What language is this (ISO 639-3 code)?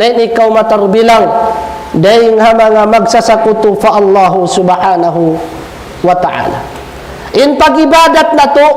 tsg